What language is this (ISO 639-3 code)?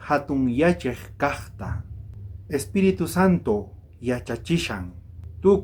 quh